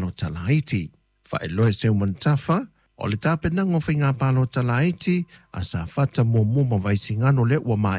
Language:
Samoan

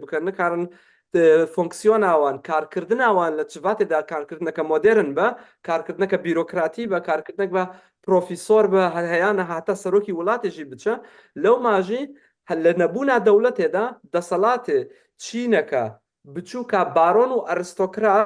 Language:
Kurdish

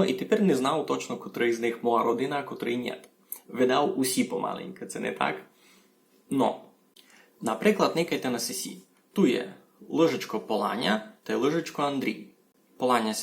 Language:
Rusyn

